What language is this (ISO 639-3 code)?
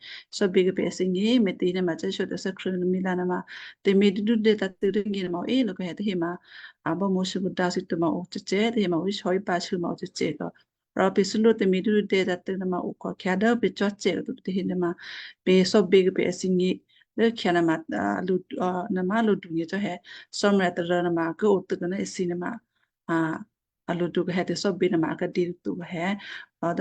kyu